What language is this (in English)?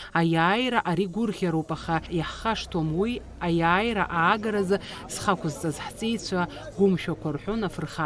Abkhazian